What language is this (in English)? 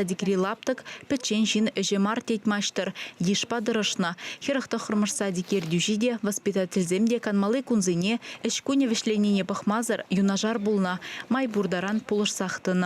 Chuvash